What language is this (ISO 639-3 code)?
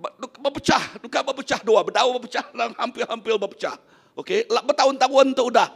iba